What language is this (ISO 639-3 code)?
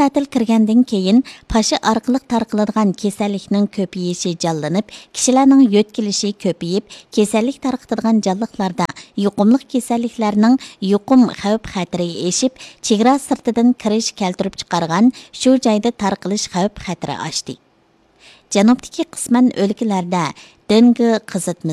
uig